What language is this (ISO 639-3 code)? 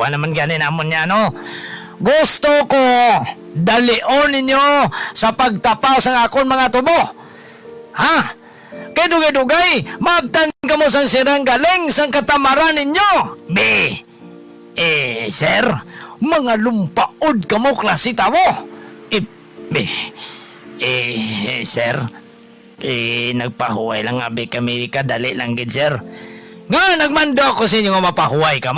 hil